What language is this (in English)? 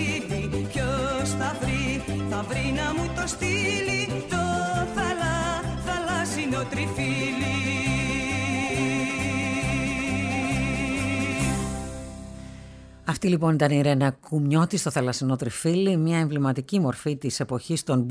Greek